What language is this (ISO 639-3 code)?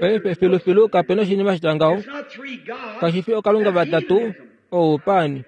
kua